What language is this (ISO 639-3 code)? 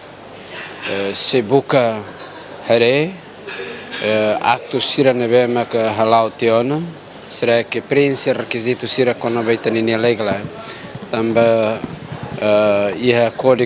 tet